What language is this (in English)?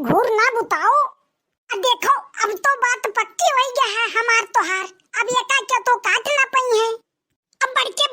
Awadhi